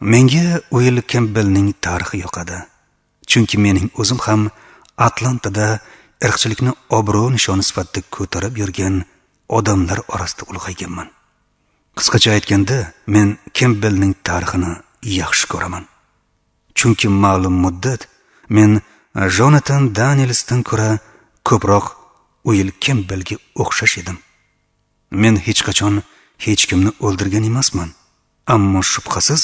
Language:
Uzbek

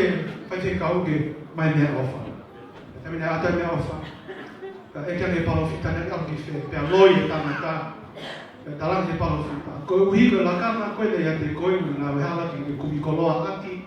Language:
Tongan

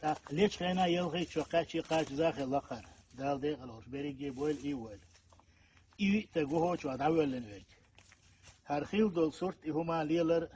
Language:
Chechen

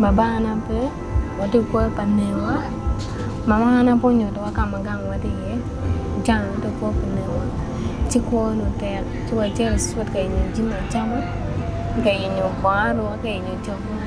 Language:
Acoli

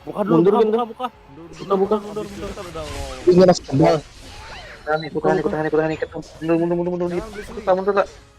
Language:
Banjar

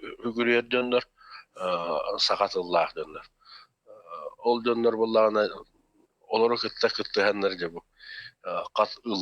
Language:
Yakut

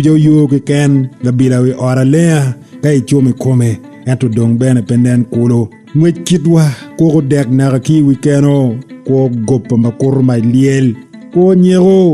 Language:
Acoli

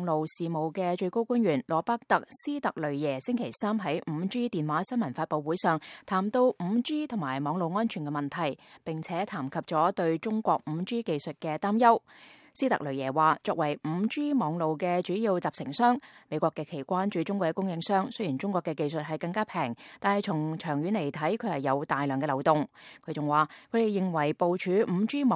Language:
Cantonese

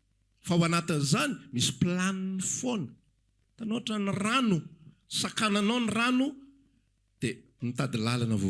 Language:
Malagasy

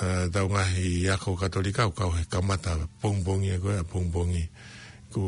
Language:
Tongan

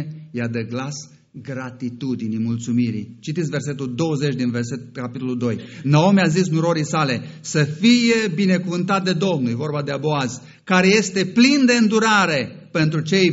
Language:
Romanian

